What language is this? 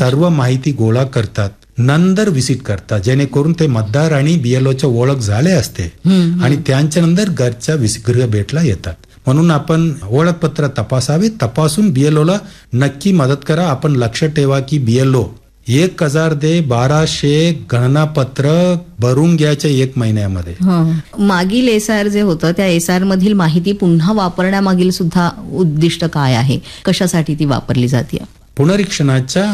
Marathi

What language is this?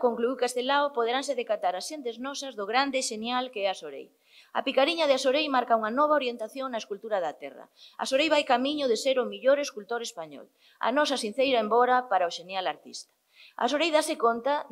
Galician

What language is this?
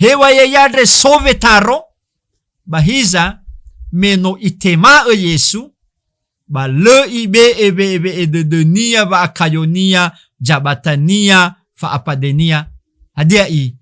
Nias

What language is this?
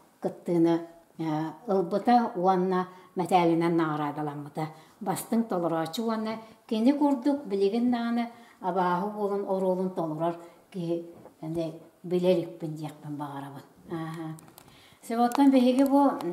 Yakut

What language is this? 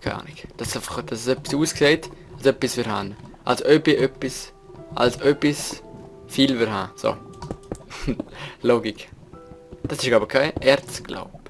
Swiss German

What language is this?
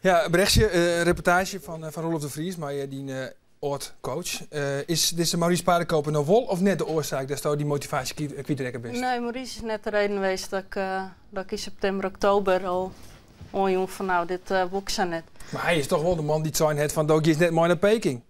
Western Frisian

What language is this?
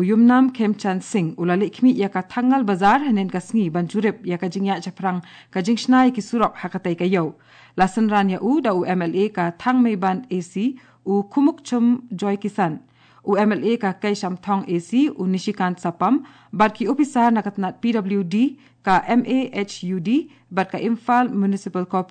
Khasi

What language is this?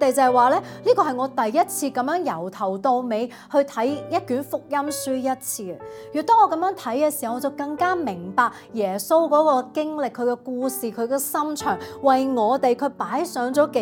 Cantonese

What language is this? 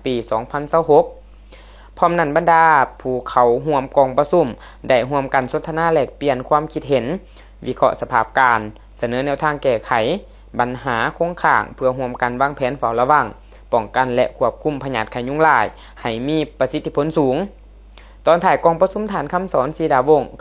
Lao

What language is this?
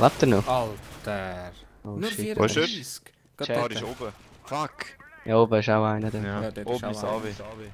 Swiss German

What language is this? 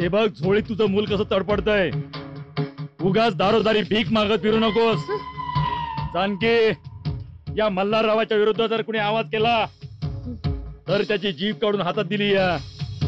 Marathi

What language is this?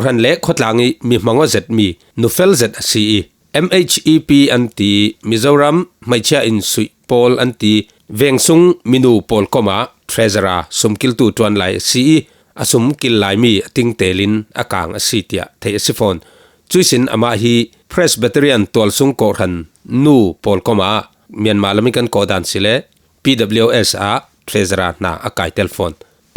Falam Chin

